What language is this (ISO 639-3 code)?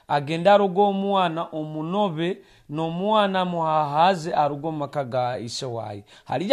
nyo